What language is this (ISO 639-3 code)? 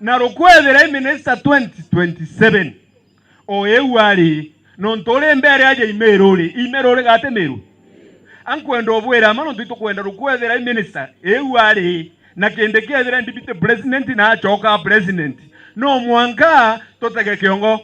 mer